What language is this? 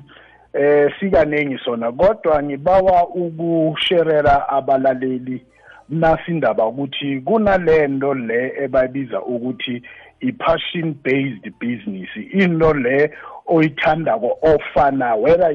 South Ndebele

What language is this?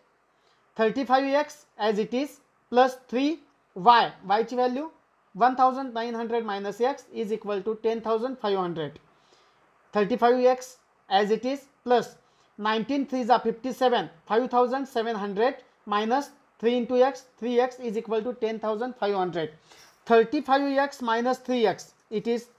Marathi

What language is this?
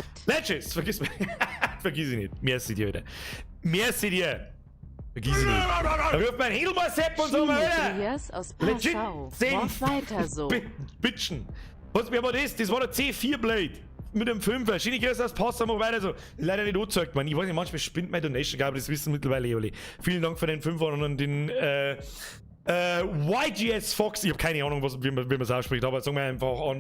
Bavarian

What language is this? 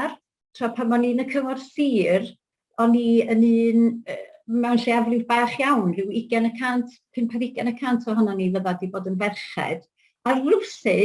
Welsh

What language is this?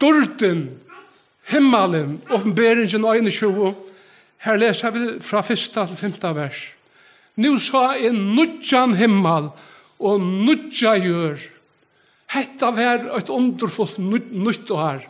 Faroese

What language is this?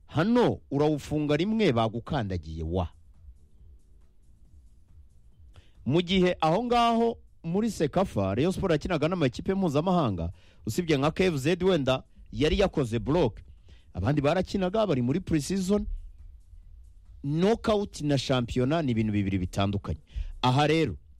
Kinyarwanda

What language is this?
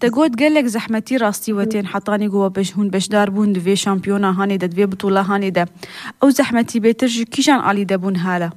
Kurdish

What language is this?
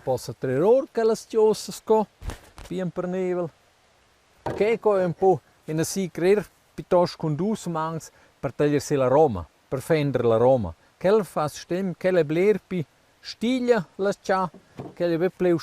Romansh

